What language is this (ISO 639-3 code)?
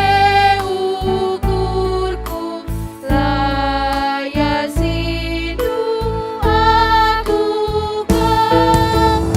btx